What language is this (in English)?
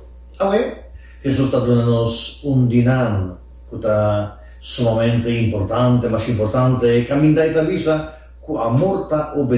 Papiamento